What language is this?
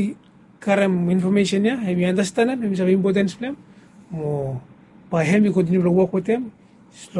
Bislama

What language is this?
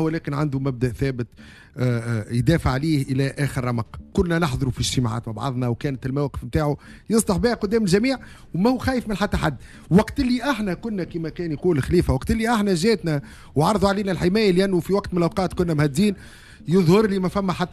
Tunisian Arabic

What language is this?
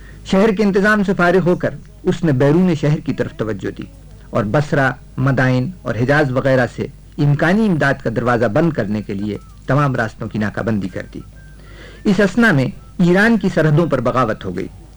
Urdu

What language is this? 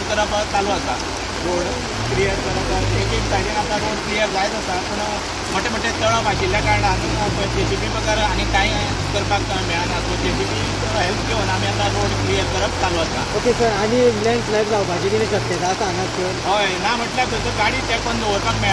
Konkani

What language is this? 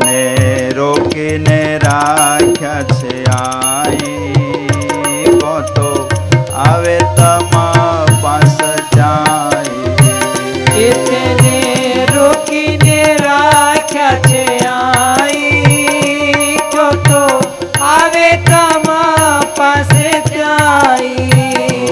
Gujarati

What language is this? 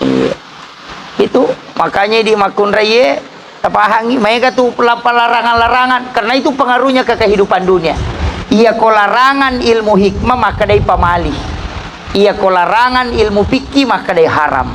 Buginese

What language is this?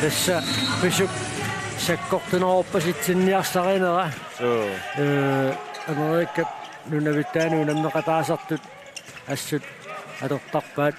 Kalaallisut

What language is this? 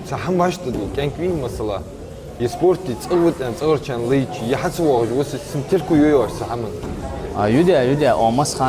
Ingush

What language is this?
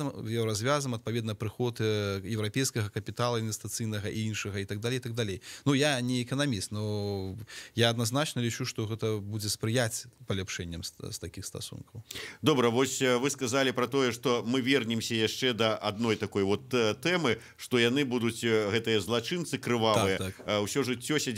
Belarusian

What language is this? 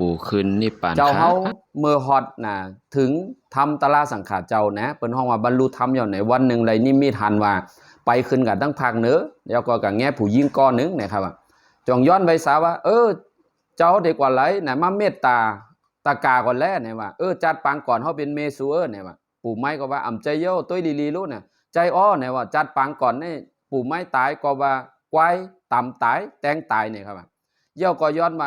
Shan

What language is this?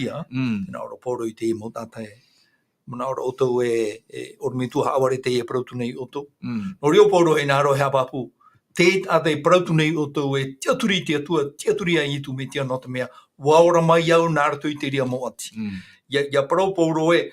Tahitian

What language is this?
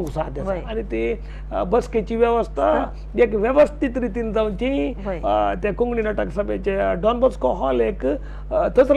Konkani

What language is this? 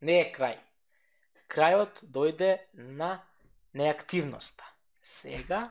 Macedonian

